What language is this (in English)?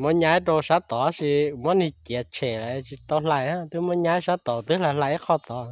Hmong